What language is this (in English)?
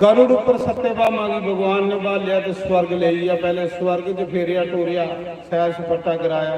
Dogri